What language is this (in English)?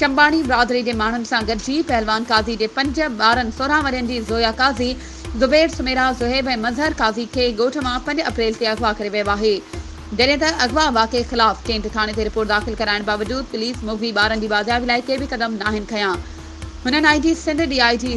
Sindhi